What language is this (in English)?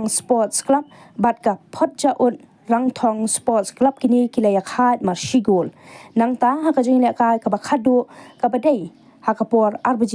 Khasi